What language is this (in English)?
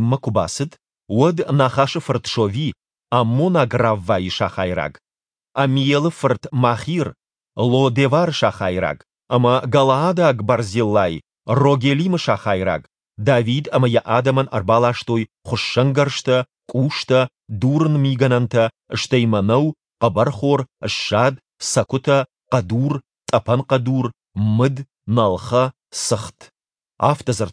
Ossetic